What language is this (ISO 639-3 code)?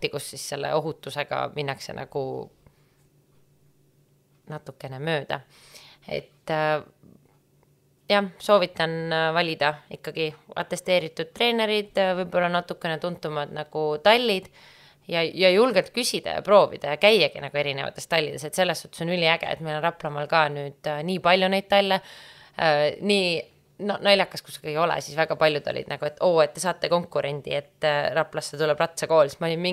est